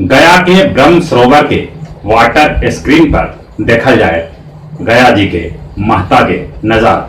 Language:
Magahi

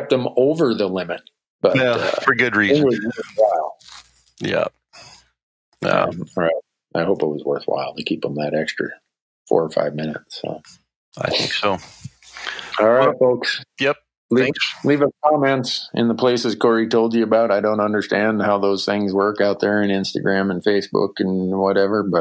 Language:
English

